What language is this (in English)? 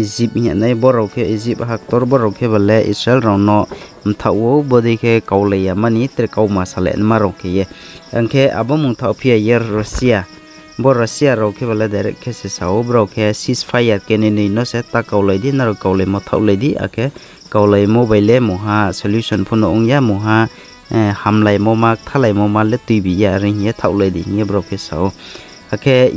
Riang (India)